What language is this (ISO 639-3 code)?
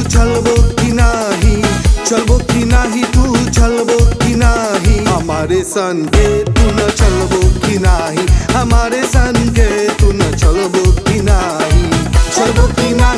bho